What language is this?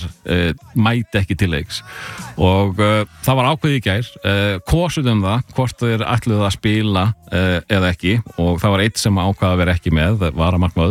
Icelandic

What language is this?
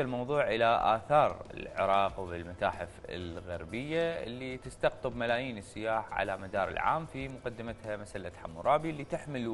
Mesopotamian Arabic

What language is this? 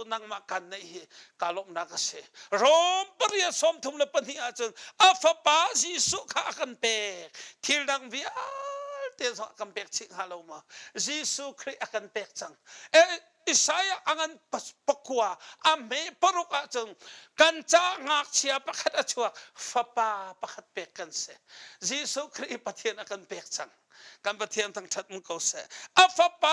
Hakha Chin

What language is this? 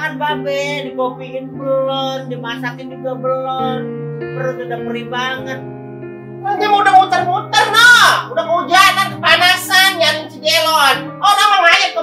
Betawi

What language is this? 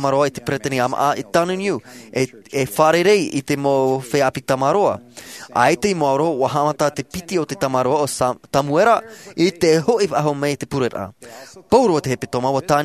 Tahitian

